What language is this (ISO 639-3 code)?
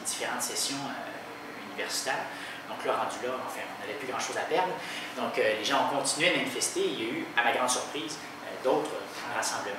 fra